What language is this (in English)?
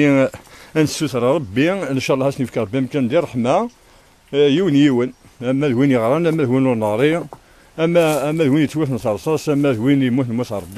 Kabyle